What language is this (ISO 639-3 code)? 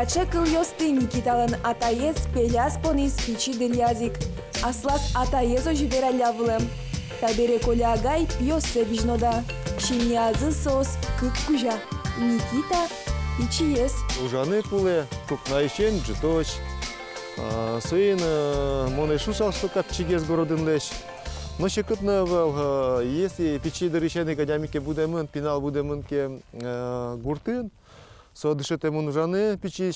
udm